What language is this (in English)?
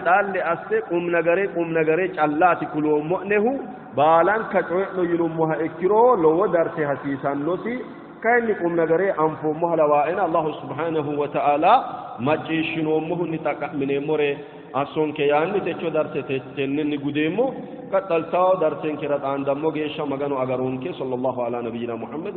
Sidamo